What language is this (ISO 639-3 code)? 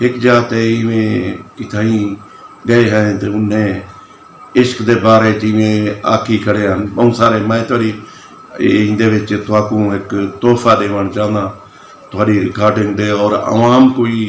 skr